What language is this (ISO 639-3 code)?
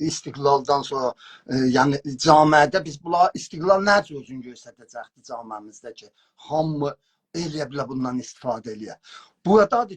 azb